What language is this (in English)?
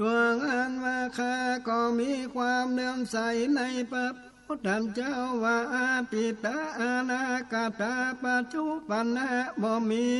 Northern Thai